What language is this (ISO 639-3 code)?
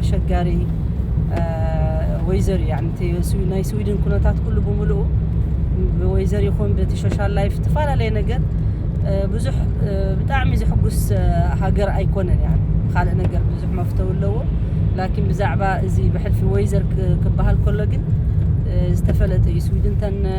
tir